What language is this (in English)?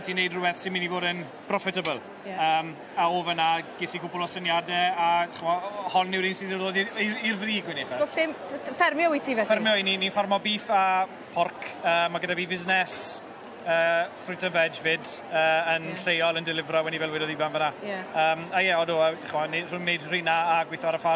Welsh